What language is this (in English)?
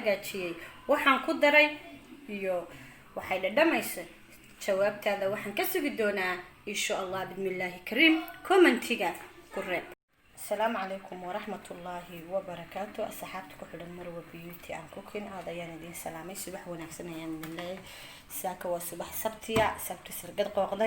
Somali